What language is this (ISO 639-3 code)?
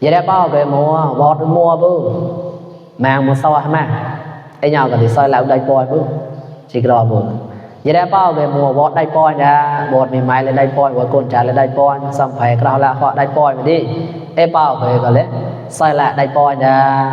mnw